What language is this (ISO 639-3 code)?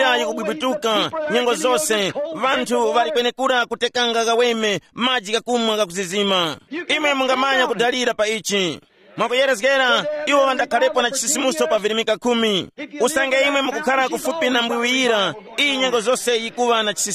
tum